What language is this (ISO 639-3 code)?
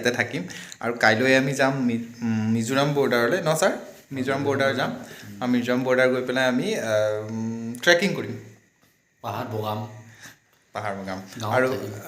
asm